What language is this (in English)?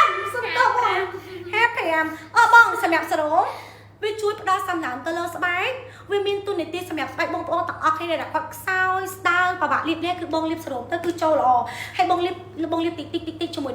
Khmer